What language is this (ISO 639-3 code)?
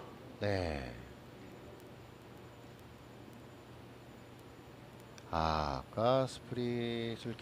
kor